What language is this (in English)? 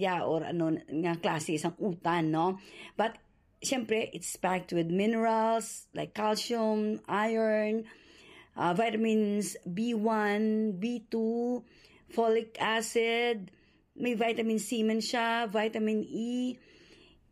Hiligaynon